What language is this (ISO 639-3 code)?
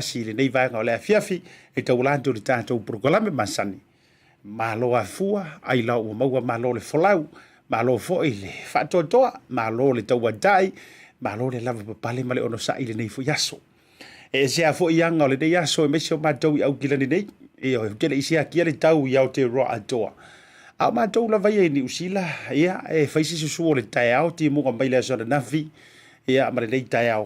smo